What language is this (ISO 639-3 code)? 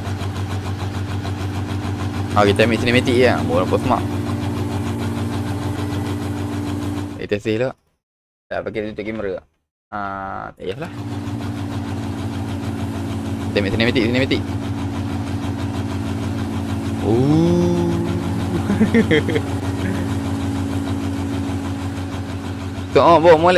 msa